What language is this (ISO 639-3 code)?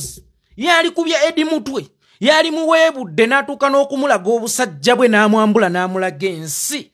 lug